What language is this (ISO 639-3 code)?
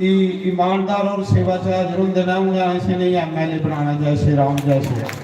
doi